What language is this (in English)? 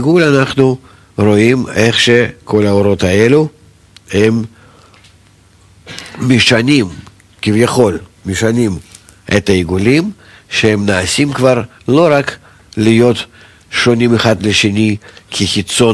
Hebrew